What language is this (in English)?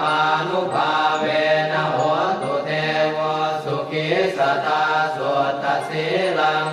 Pali